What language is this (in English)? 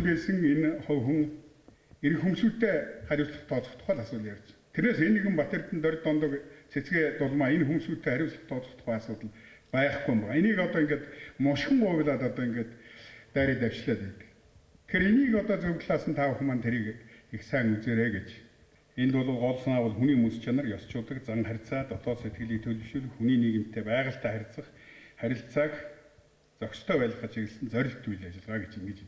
Mongolian